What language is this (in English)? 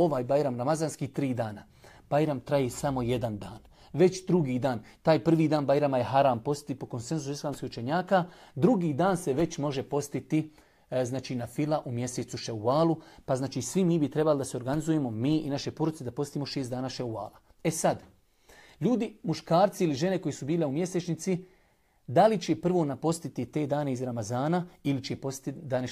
Bosnian